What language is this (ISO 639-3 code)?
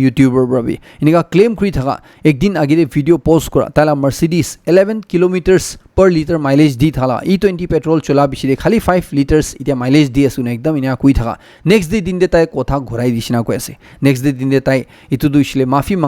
nag